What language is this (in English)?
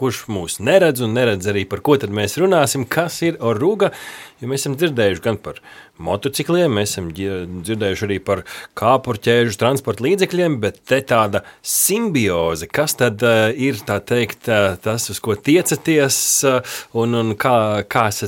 Latvian